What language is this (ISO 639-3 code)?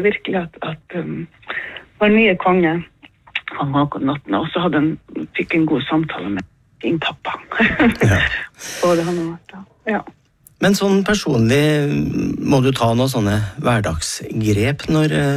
nor